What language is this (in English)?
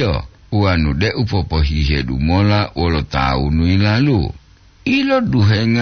Gorontalo